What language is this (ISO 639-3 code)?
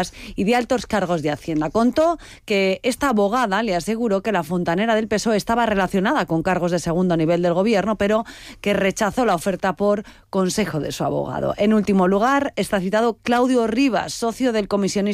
spa